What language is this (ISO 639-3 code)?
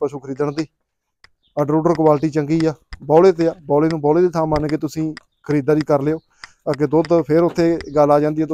pan